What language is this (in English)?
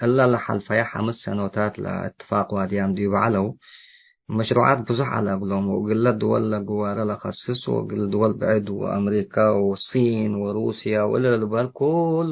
Tigre